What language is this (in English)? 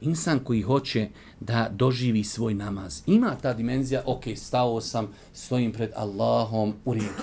Bosnian